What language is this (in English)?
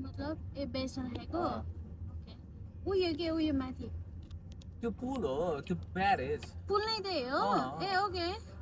Nepali